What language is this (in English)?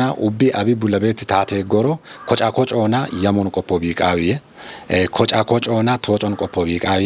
Kafa